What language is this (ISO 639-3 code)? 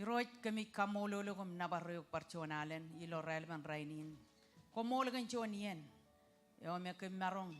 mah